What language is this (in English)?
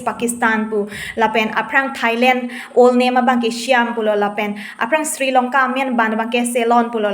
Karbi